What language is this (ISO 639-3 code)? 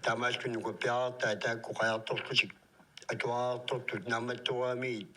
kal